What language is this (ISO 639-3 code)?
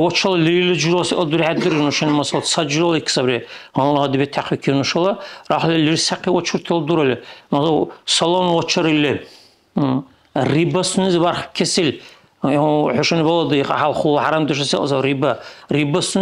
dar